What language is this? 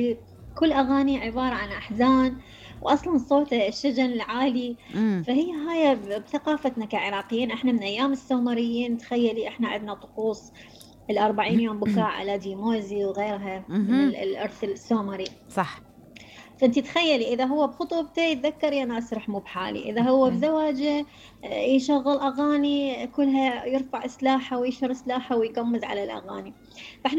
Mesopotamian Arabic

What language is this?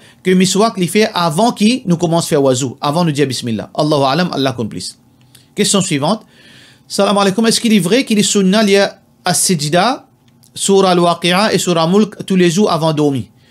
Morisyen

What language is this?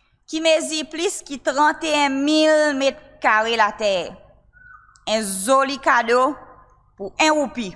Seselwa Creole French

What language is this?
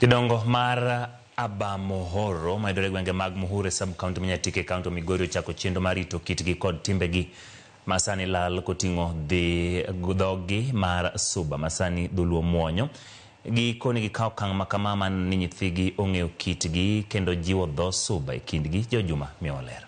Luo (Kenya and Tanzania)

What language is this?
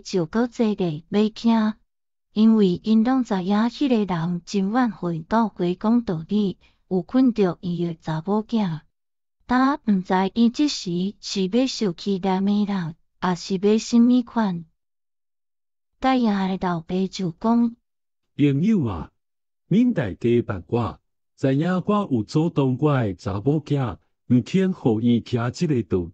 Min Nan Chinese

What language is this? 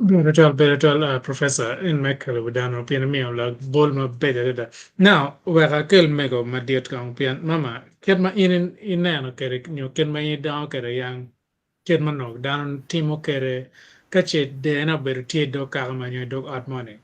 Acoli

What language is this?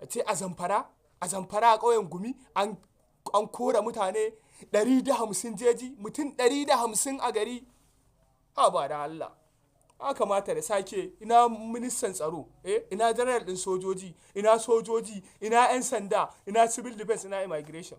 Hausa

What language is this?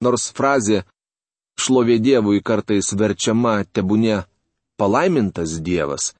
Lithuanian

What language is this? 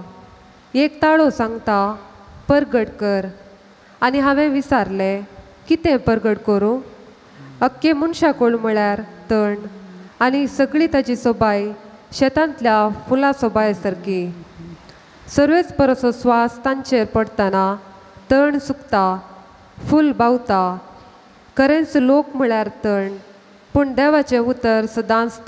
Konkani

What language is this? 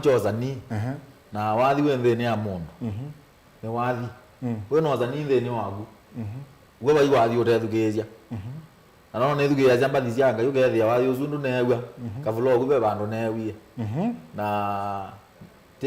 Kamba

